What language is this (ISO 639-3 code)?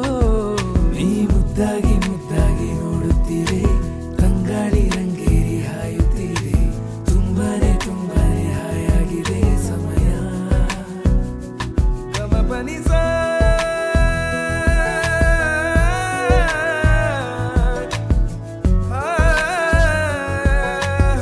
kan